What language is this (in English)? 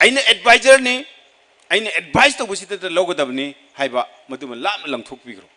Manipuri